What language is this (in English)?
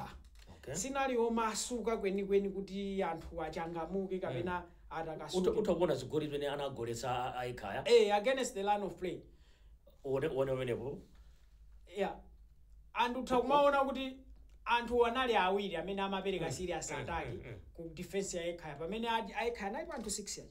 Nyanja